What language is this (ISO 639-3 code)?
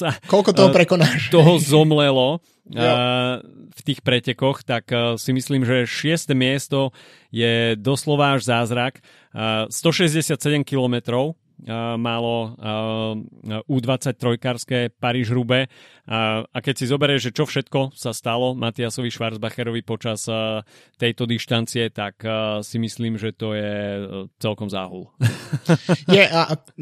slk